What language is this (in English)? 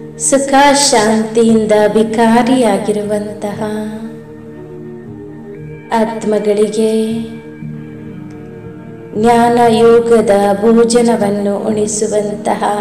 Kannada